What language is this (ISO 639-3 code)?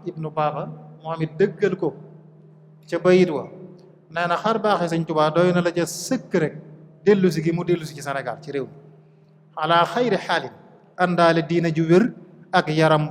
wol